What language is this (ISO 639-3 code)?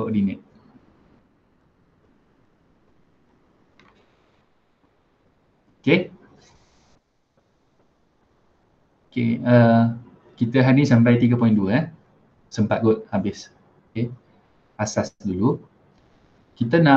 msa